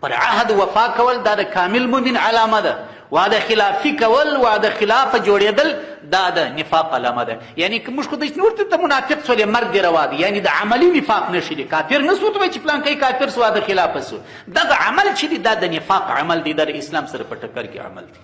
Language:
Pashto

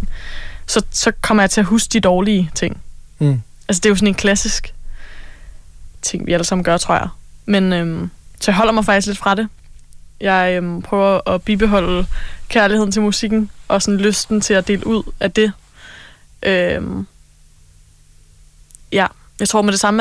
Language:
Danish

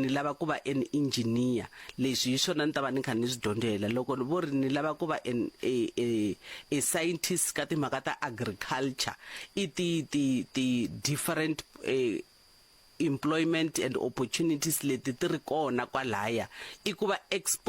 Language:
Tsonga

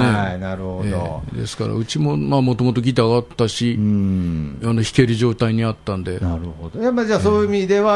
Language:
Japanese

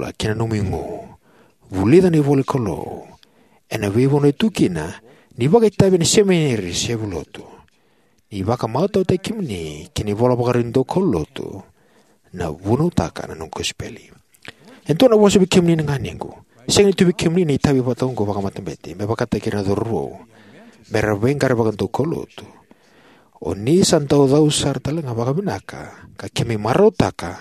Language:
Fijian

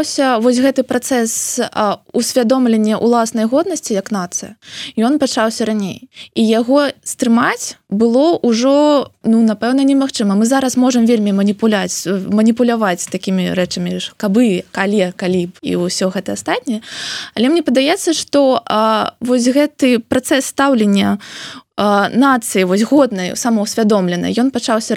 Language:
Belarusian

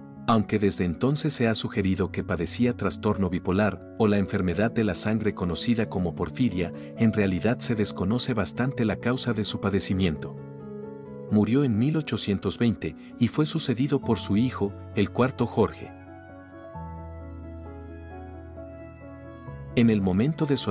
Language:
Spanish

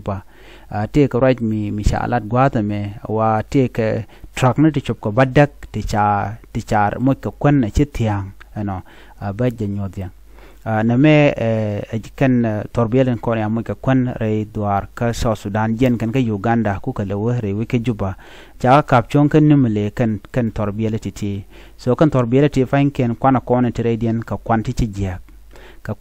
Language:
Nuer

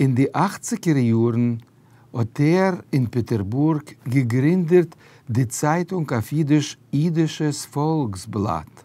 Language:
Yiddish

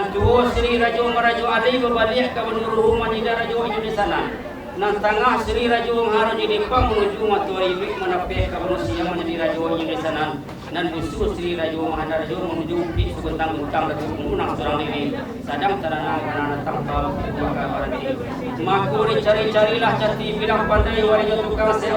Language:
Minangkabau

